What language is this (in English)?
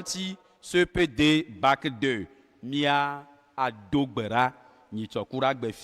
Ewe